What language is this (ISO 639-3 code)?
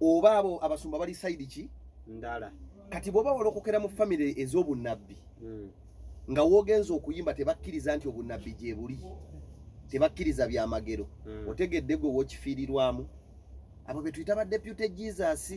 lug